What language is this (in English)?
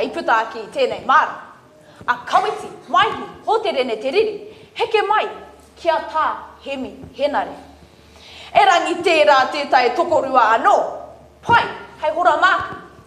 Māori